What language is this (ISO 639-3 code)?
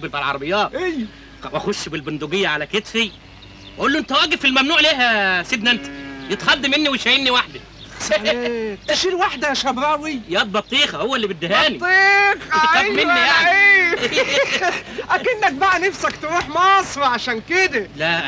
arz